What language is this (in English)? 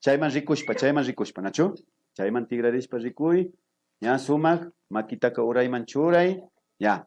Imbabura Highland Quichua